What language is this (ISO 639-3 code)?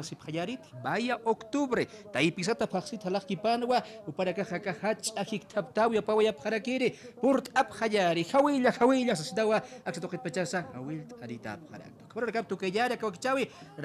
aym